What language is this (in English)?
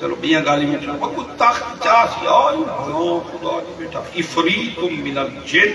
Saraiki